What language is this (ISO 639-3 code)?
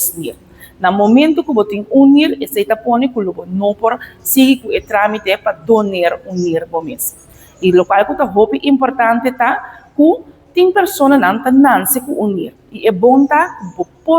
pap